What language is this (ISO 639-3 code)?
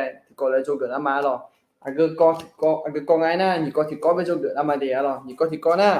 ahk